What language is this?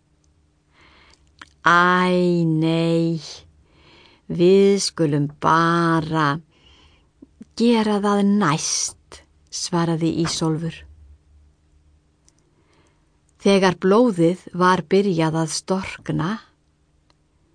Icelandic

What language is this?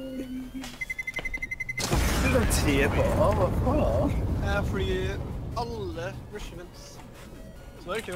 Norwegian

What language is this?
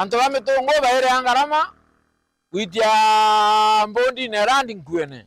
Meru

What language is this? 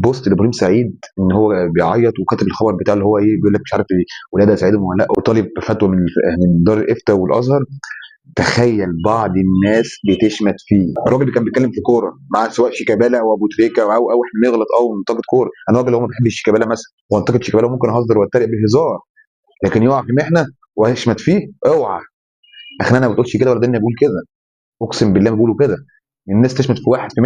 Egyptian Arabic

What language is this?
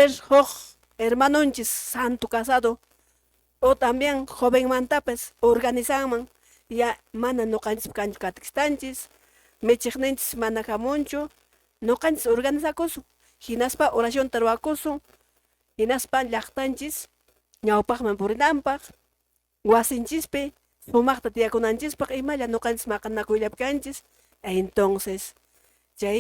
Quechua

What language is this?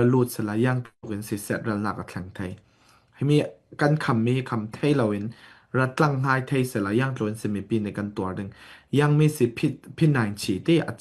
Falam Chin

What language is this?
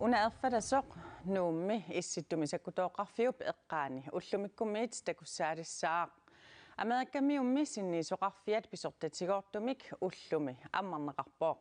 Kalaallisut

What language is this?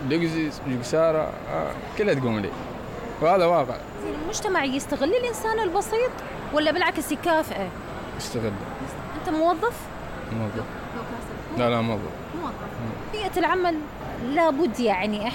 Mesopotamian Arabic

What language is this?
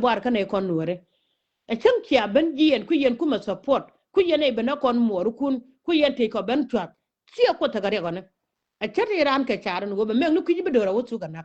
Nuer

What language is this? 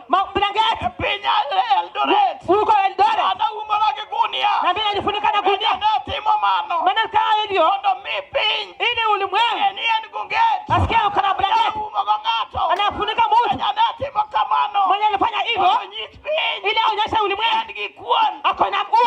Luo (Kenya and Tanzania)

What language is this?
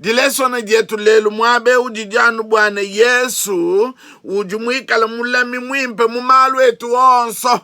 Luba-Lulua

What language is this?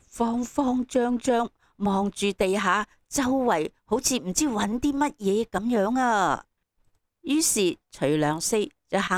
Cantonese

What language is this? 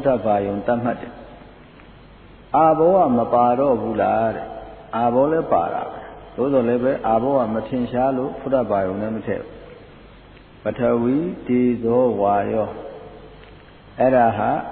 Burmese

